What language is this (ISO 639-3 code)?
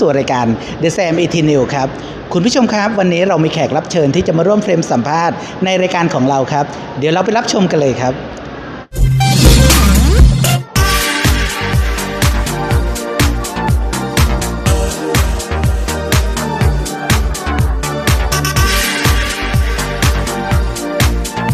tha